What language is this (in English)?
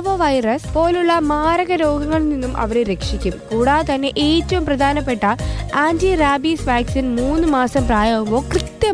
Malayalam